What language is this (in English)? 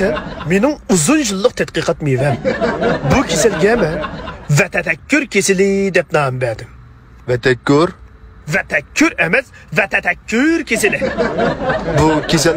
Uyghur